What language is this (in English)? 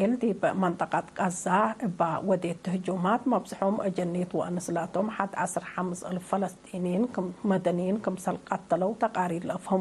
Tigre